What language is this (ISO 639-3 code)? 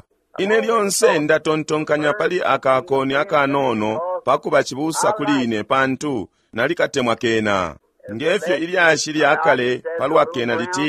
bem